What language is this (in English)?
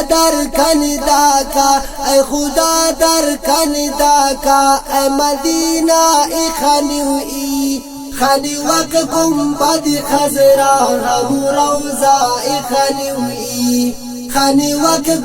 Brahui